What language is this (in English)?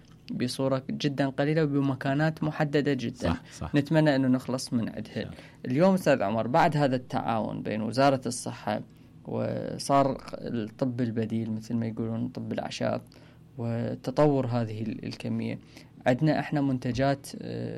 Mesopotamian Arabic